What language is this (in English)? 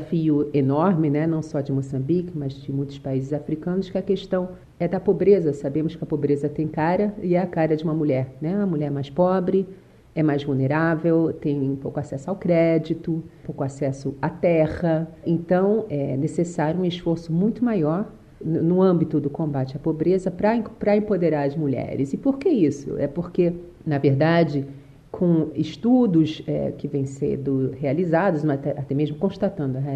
Portuguese